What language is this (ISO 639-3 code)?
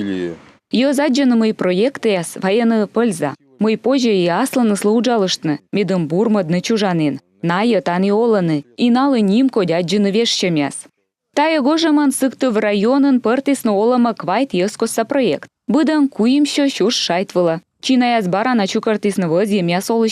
kom